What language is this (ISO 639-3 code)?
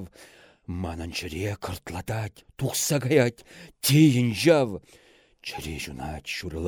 chv